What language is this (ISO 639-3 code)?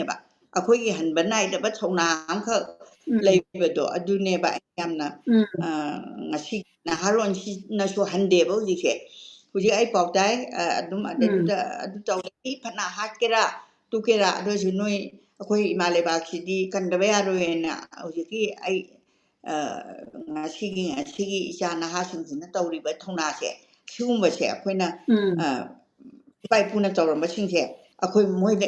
mni